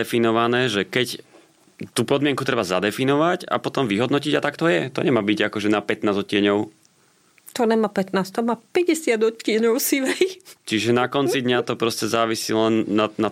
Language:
Slovak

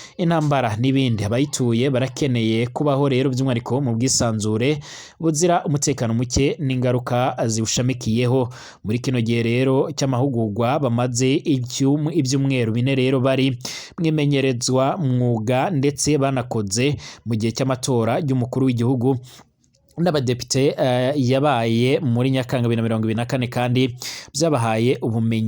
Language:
Rundi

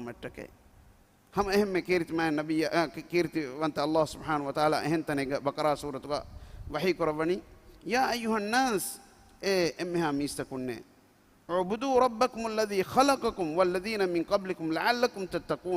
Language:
Divehi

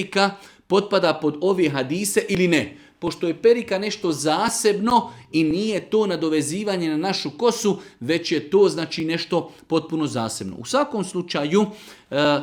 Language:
Bosnian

